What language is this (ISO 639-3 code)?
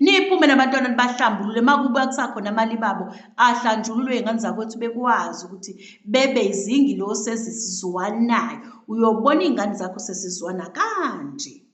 zul